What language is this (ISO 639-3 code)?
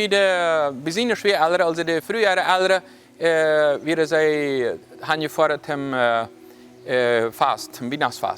pdt